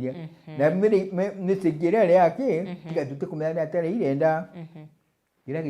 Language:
Meru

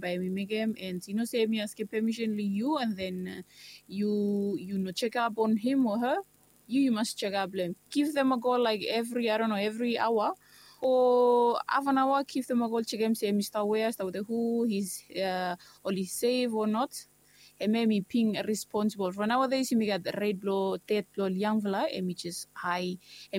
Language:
Bislama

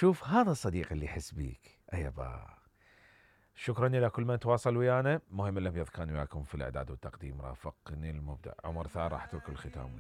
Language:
Mesopotamian Arabic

